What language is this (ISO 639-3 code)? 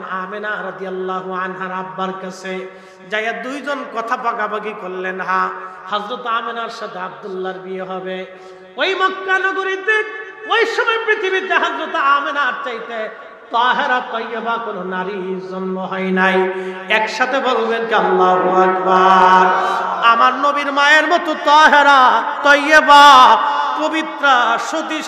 ben